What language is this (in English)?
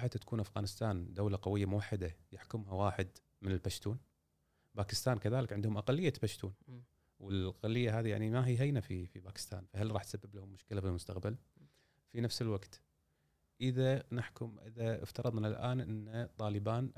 Gulf Arabic